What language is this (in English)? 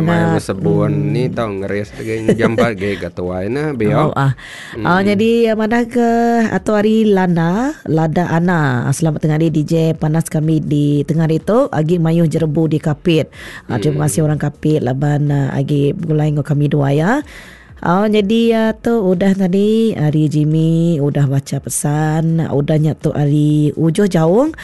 Iban